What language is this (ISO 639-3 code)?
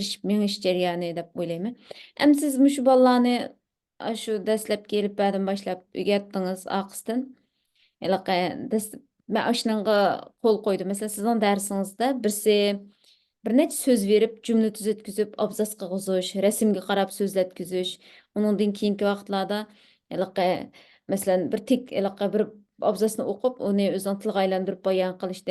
uig